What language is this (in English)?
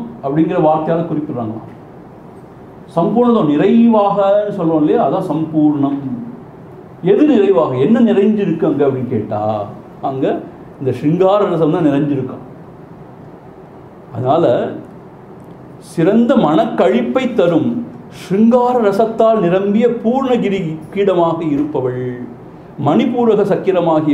Tamil